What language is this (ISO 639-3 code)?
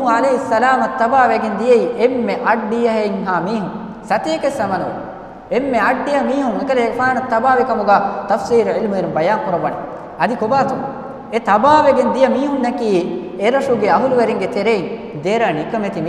div